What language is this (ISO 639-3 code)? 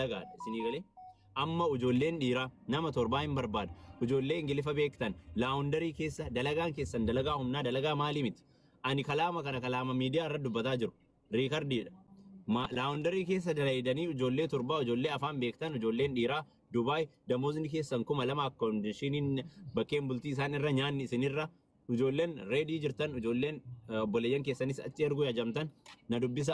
orm